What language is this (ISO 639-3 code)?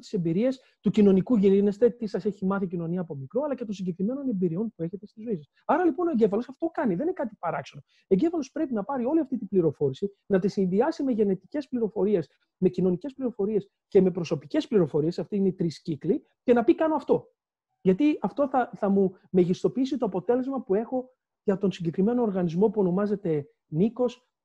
ell